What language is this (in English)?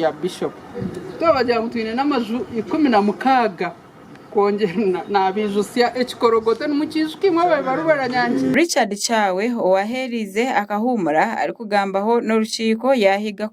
Nyankole